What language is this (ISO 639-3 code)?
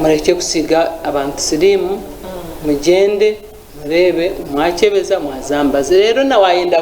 nyn